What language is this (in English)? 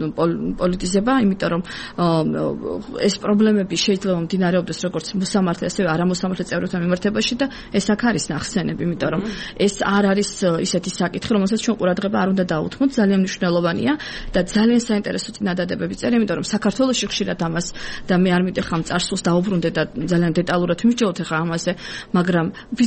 Georgian